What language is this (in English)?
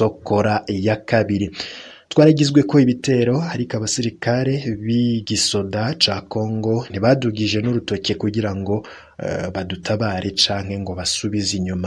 Rundi